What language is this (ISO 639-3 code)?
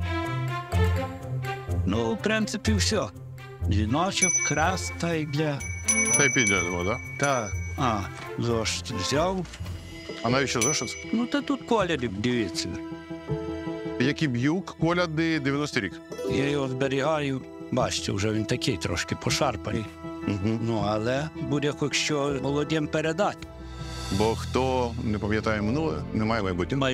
ukr